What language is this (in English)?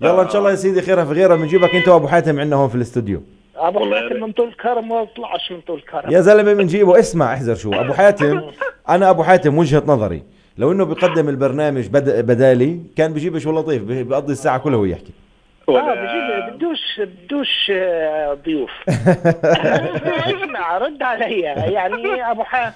North Levantine Arabic